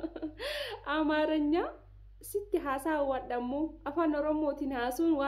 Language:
Oromo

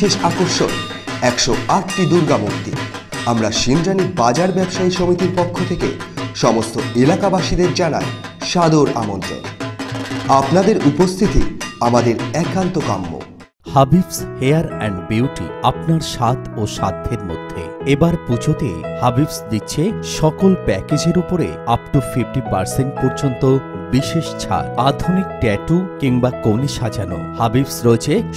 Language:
Bangla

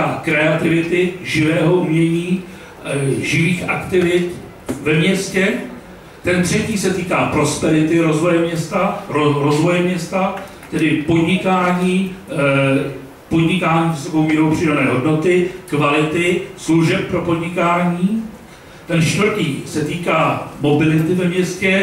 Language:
Czech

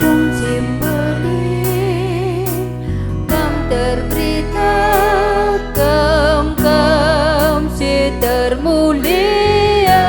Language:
Batak Karo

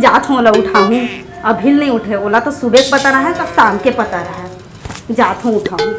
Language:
Chhattisgarhi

